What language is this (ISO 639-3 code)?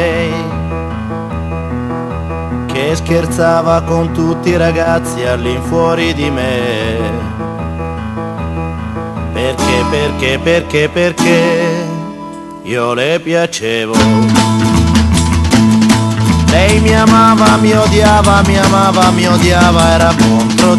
ita